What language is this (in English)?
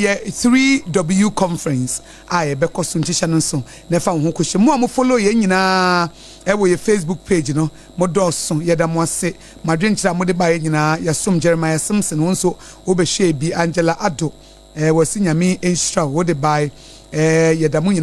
Akan